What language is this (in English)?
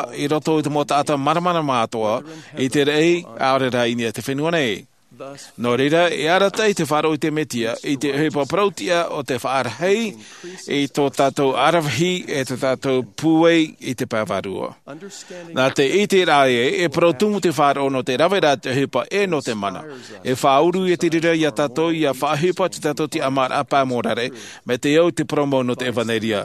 Tahitian